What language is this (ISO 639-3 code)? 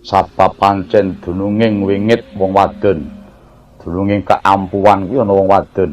jav